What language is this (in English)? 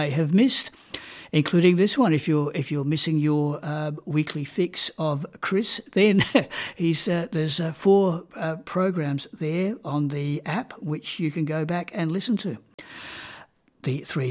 English